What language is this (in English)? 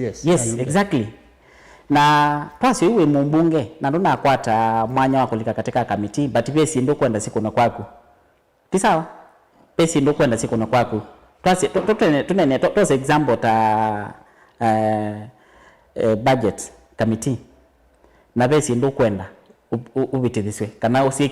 Kamba